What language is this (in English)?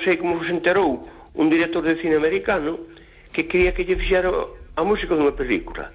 Galician